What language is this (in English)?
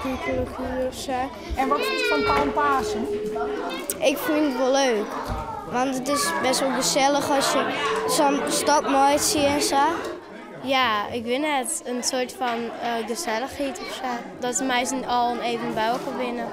Western Frisian